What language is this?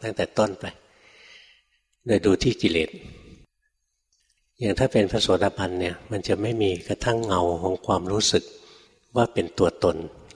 Thai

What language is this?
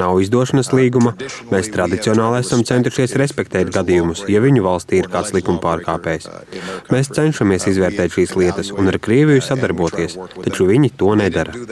Latvian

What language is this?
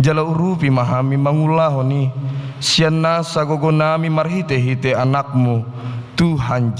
Batak Toba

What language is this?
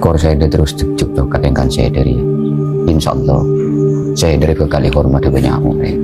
Madurese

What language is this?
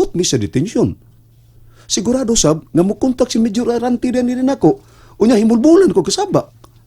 Cebuano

